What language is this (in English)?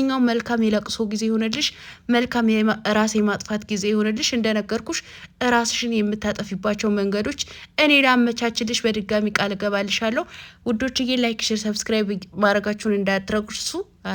Amharic